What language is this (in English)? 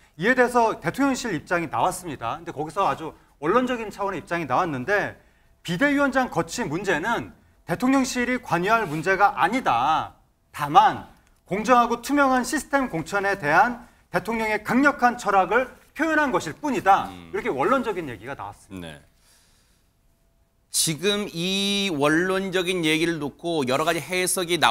Korean